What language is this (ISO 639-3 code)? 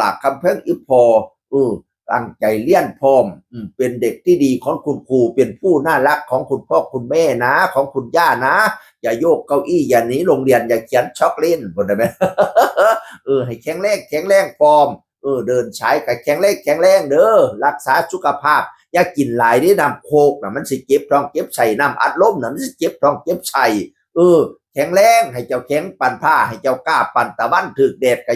tts